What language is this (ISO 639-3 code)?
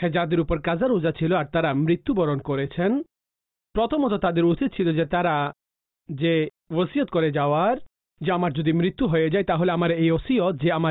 ben